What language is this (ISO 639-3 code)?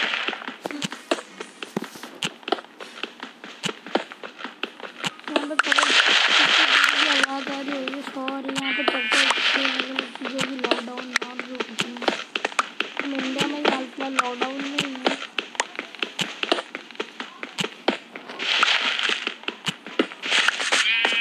hin